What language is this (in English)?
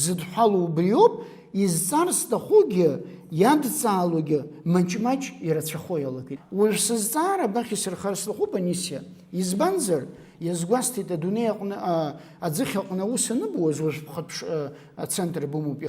Abkhazian